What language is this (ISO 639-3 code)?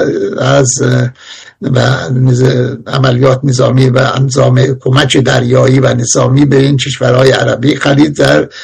fas